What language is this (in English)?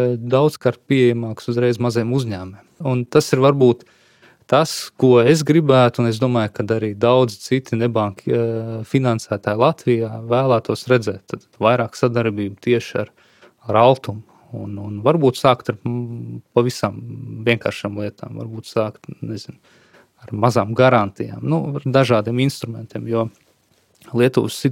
Latvian